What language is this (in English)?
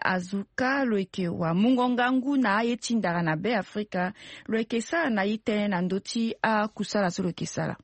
Sango